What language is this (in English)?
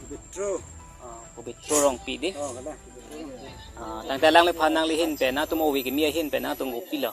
Karbi